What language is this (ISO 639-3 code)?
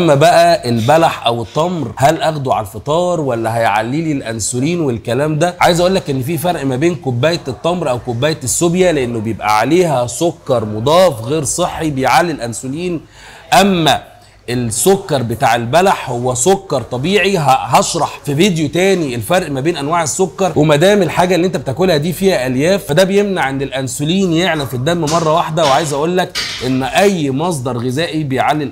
arz